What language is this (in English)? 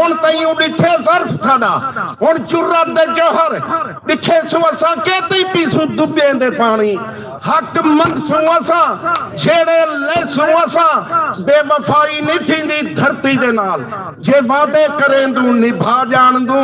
Saraiki